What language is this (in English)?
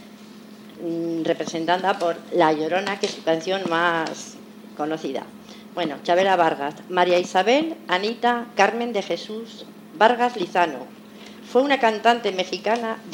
Spanish